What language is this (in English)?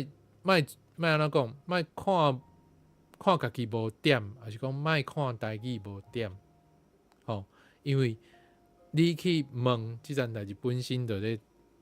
Min Nan Chinese